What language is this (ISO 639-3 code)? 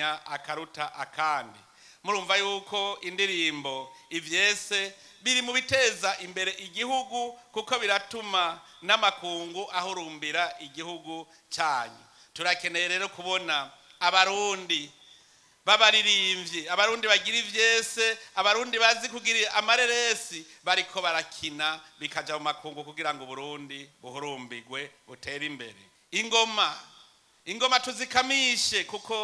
run